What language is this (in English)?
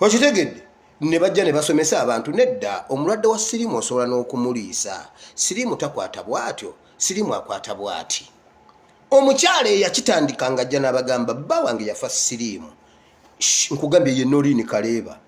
Ganda